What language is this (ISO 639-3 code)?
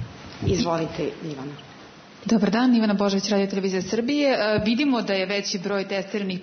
srp